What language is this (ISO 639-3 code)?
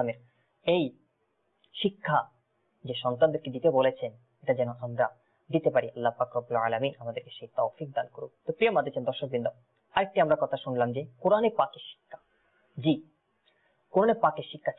ben